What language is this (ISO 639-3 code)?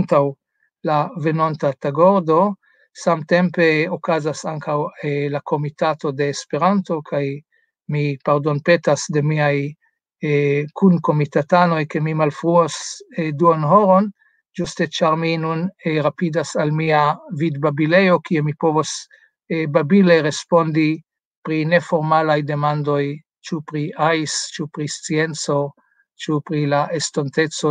epo